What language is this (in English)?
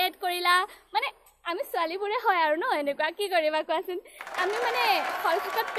Assamese